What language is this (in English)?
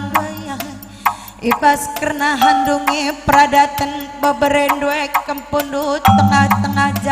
Batak Karo